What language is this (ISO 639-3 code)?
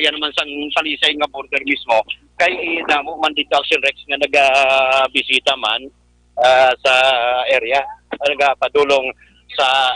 hil